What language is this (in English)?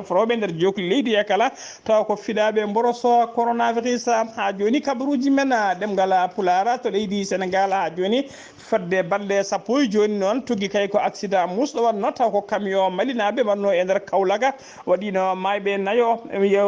Fula